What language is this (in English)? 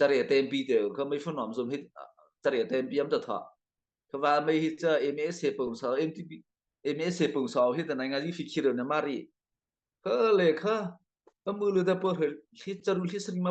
Mara Chin